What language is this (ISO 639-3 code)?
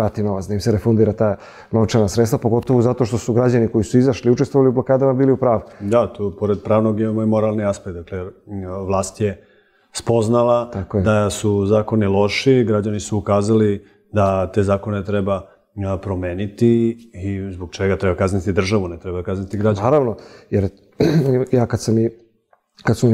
srp